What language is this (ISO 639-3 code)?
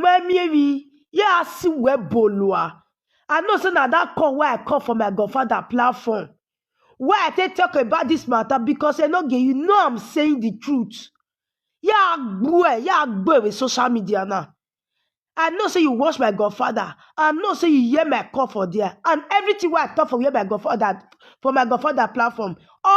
pcm